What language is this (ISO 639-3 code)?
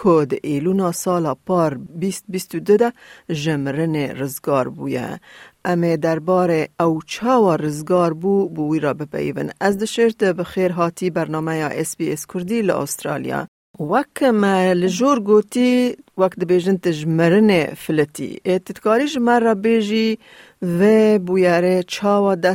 kur